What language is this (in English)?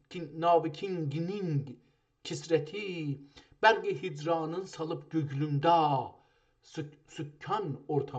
South Azerbaijani